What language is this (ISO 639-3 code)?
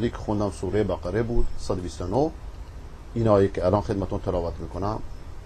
fas